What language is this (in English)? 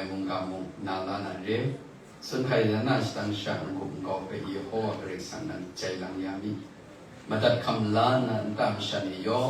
Kachin